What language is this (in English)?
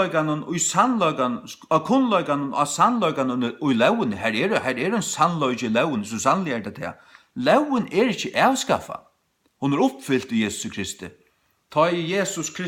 Faroese